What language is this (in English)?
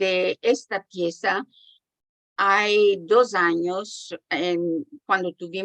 Ladino